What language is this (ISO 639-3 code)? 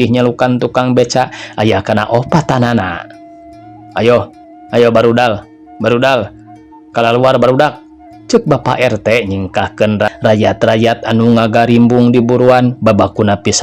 sun